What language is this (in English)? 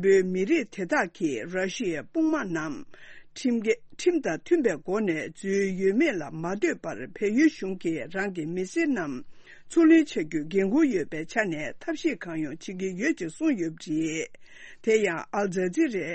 Tibetan